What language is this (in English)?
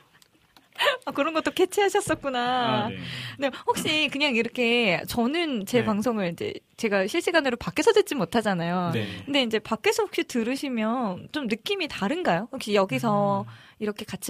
Korean